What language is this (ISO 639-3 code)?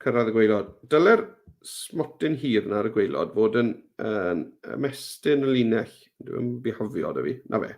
cym